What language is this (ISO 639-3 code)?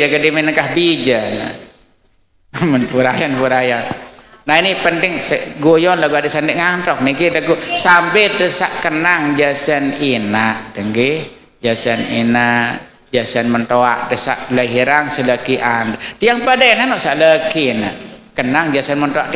sas